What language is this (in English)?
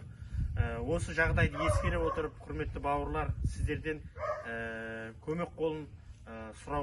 Kazakh